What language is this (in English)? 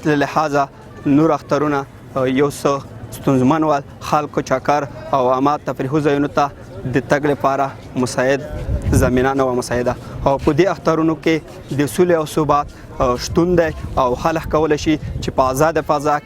Pashto